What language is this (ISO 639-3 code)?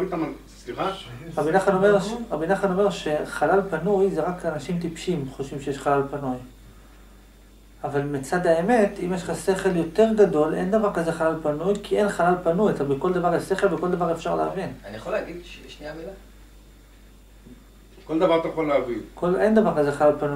heb